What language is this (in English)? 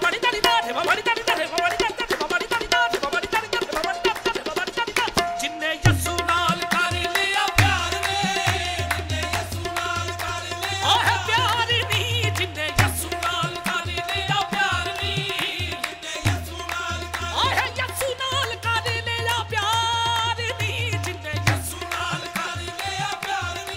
Punjabi